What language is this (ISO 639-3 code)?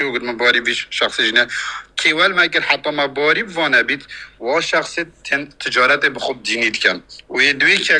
kur